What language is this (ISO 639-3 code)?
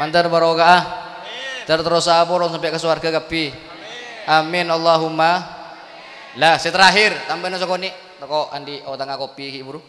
mad